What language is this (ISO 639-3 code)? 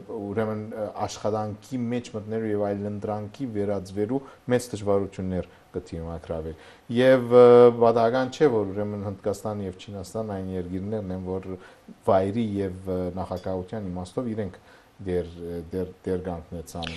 hye